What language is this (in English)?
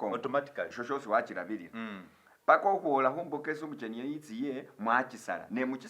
Masaaba